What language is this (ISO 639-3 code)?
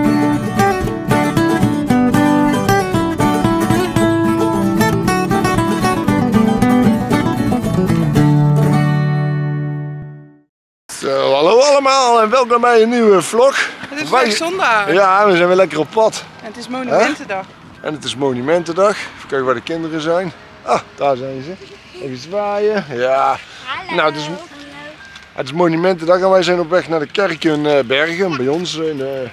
nld